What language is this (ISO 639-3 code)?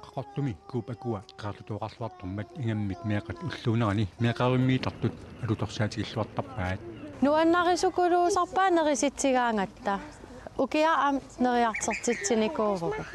kal